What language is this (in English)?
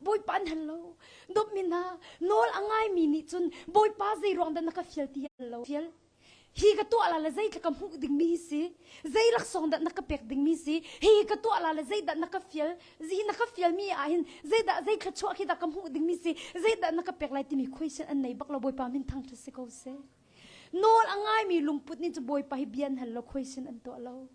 Hakha Chin